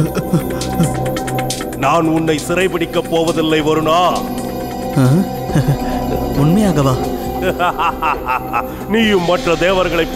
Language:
Tamil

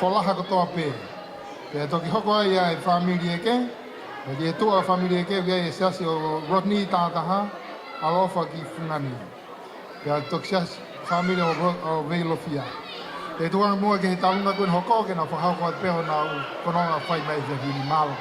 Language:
Tongan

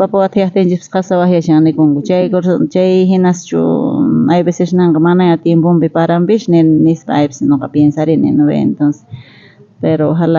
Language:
South Bolivian Quechua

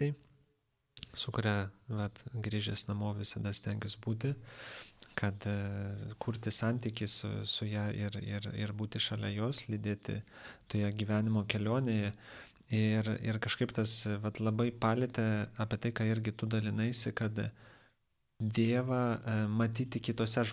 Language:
Lithuanian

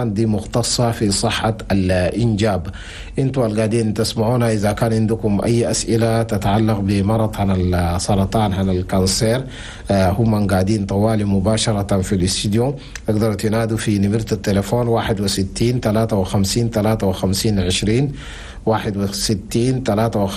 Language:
Chadian Arabic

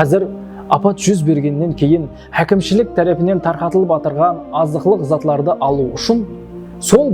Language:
Kara-Kalpak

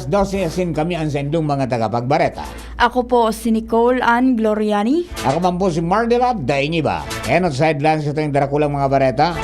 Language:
Bikol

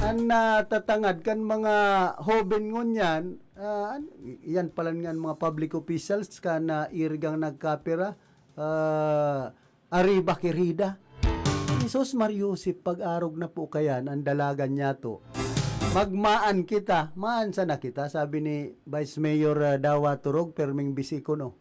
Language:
Bikol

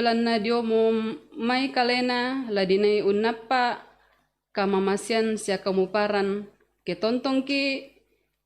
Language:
Toraja-Sa'dan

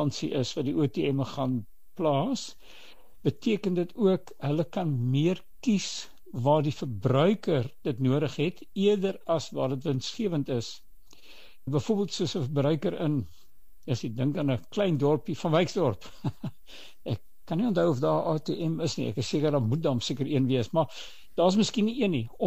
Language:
Afrikaans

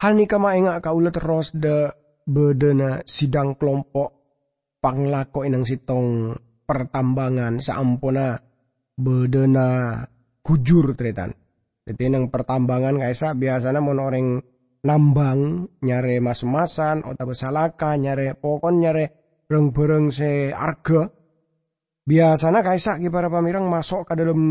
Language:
Madurese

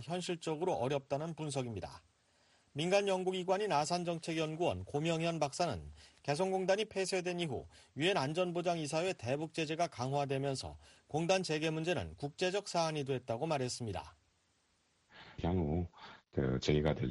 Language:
Korean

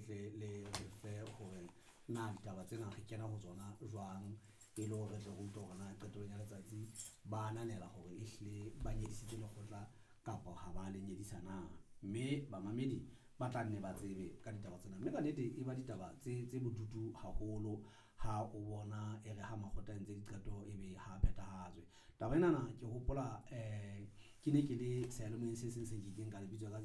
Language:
Southern Sotho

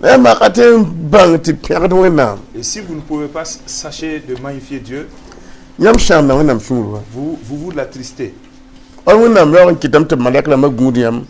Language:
Mossi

